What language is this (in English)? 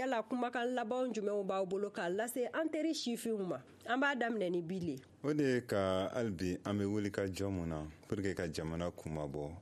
Bambara